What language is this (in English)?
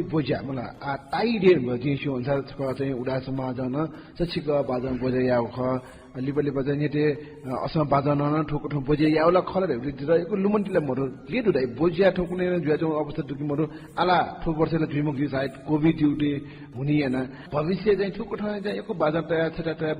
Newari